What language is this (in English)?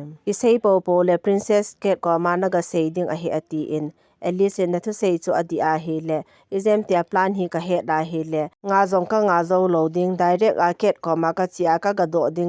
Thado Chin